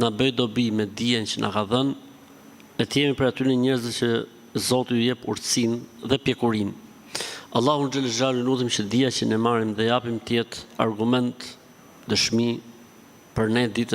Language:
Albanian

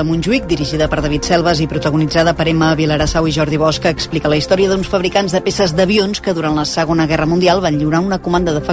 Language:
Catalan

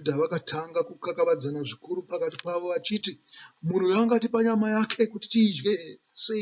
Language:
Shona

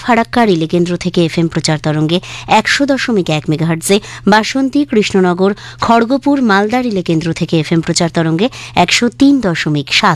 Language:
Bangla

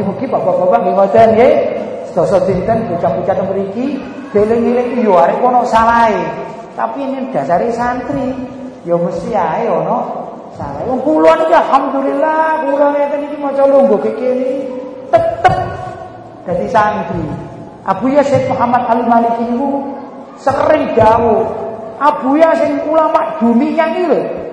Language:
Javanese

